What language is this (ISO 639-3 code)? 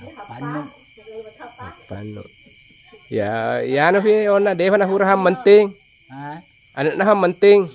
bug